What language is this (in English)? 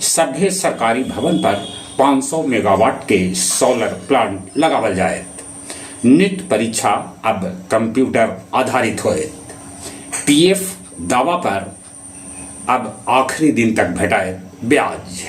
Magahi